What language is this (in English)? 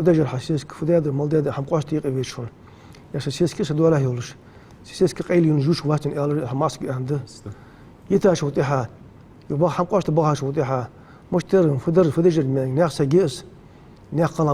Ingush